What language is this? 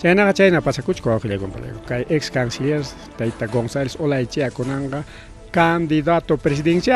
Ayacucho Quechua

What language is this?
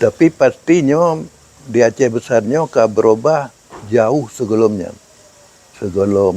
Achinese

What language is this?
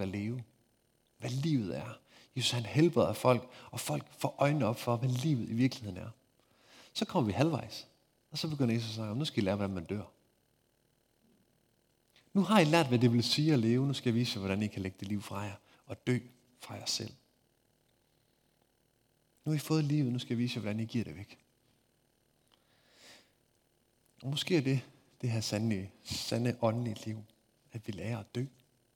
Danish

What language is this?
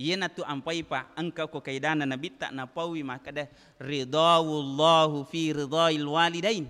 Buginese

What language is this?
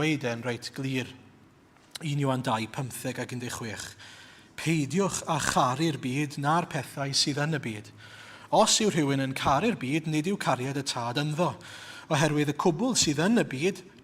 Welsh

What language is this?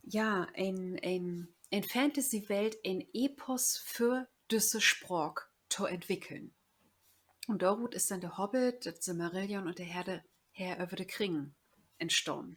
Low German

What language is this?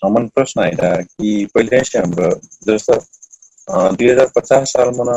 Dangaura Tharu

